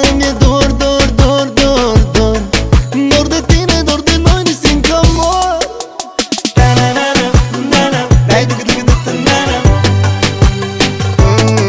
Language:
Romanian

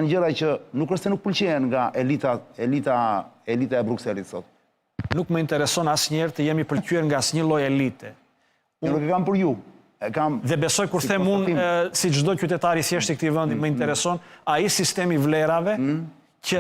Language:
Albanian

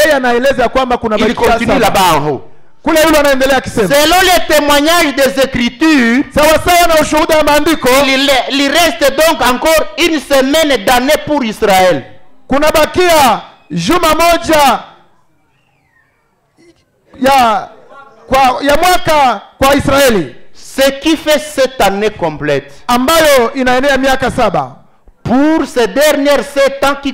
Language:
Swahili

